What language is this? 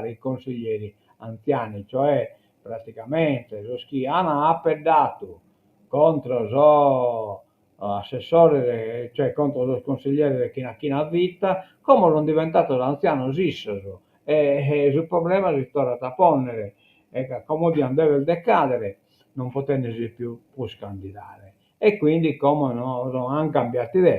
Sardinian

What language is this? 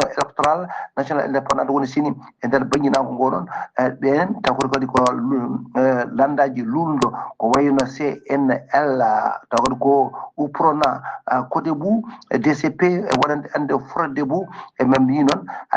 Fula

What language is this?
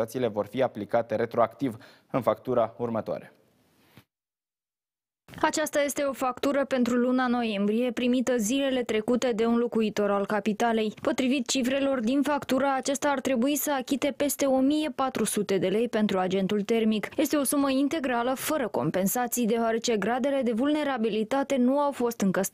Romanian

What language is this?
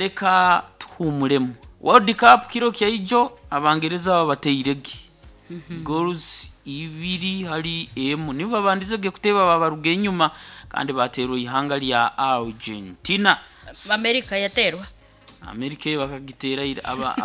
Nyoro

